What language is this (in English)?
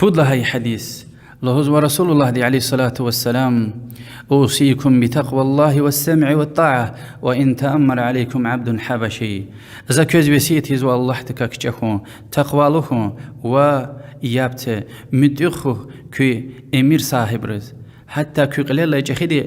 Lezghian